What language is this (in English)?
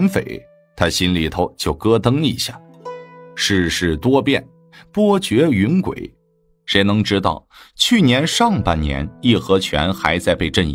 Chinese